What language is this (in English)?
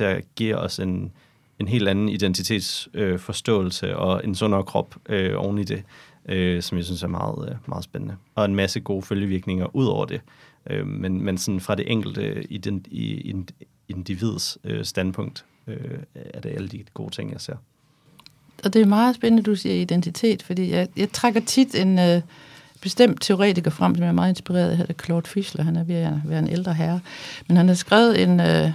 Danish